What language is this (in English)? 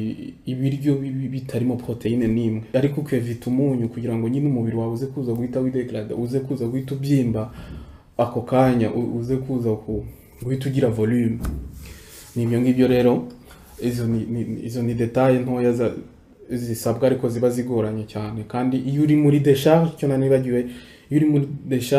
Kinyarwanda